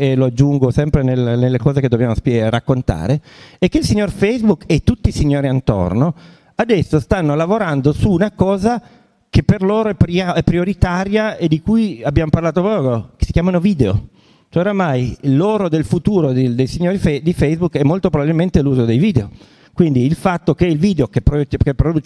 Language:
Italian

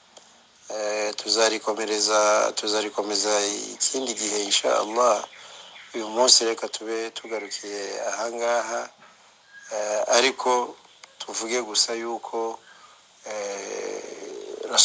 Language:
Kinyarwanda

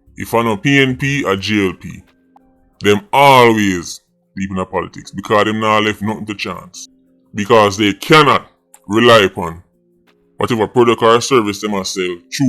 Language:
Jamaican Creole English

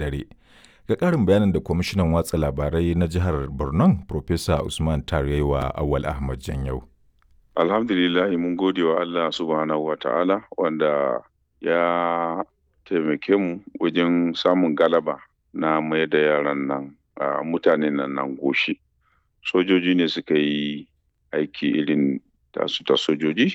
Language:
Hausa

